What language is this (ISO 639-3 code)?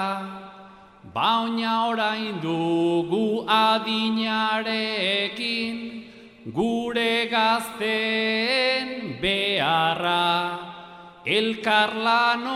eus